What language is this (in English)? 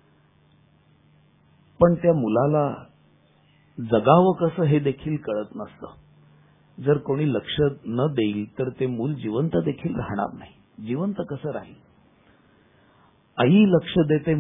Marathi